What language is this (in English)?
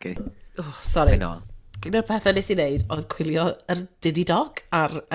Welsh